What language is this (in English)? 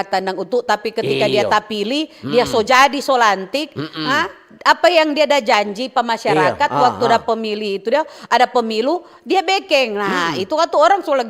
Manado Malay